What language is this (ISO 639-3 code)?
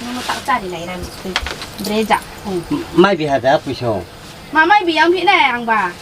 ria